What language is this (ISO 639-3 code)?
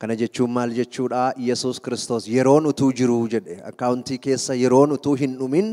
orm